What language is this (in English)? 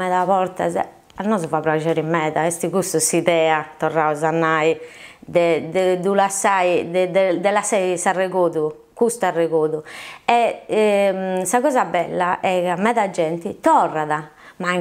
Sardinian